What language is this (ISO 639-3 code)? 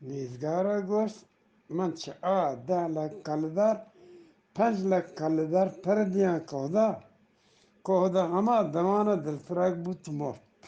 bgp